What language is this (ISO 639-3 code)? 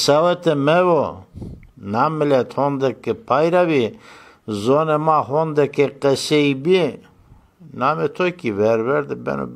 zza